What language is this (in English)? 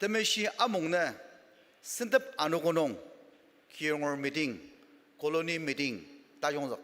Ao Naga